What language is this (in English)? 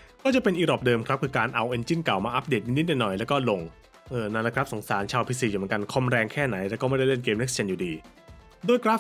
Thai